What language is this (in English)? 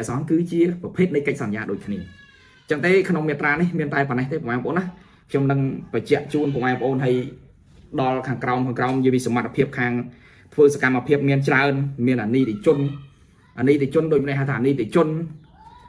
Khmer